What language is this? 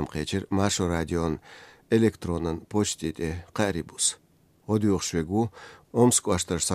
Chechen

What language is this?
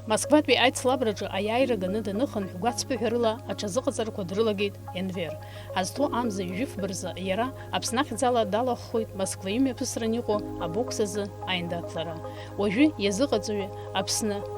Abkhazian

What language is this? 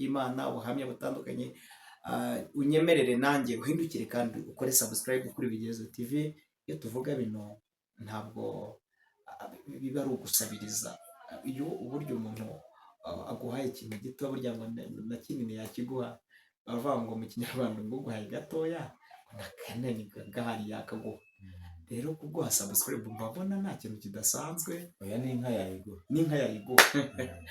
Kinyarwanda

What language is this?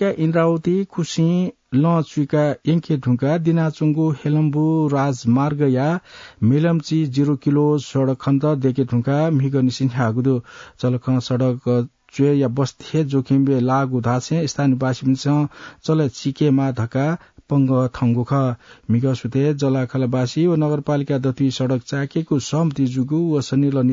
Newari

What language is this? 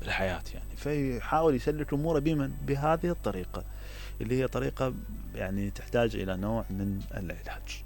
Mesopotamian Arabic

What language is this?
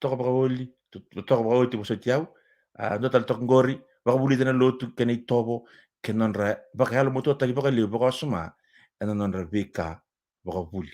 Fijian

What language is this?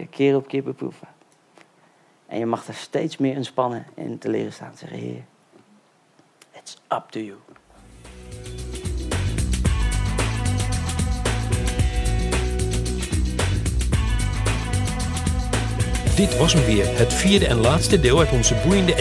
Dutch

